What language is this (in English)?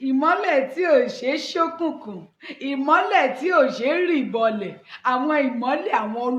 Yoruba